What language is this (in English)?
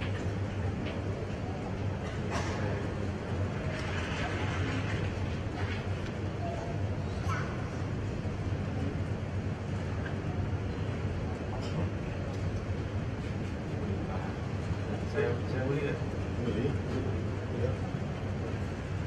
Malay